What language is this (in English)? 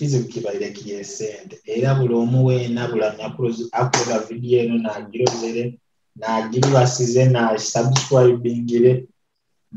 Nyoro